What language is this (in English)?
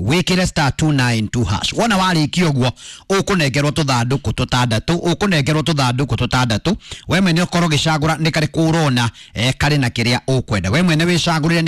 Kikuyu